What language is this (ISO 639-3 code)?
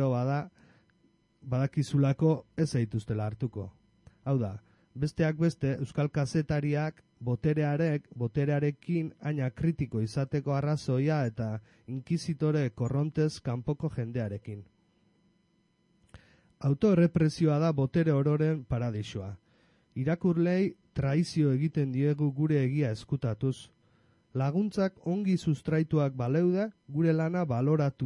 eus